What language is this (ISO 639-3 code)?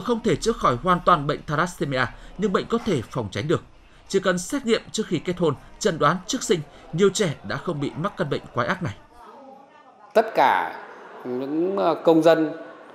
vie